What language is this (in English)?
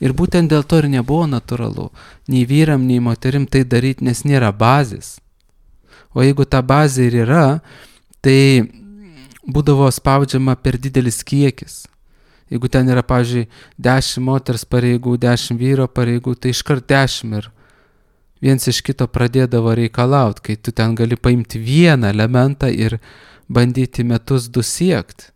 Lithuanian